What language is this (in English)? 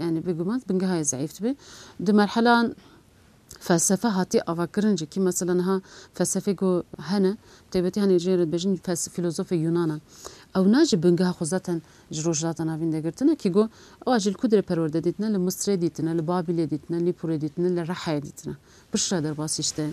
Kurdish